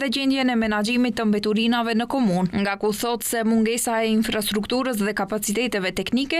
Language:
Albanian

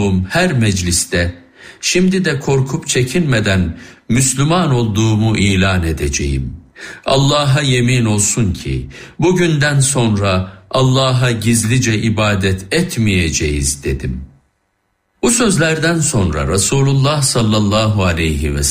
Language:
Turkish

